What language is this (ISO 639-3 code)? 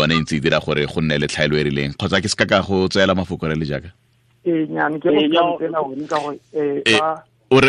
tsn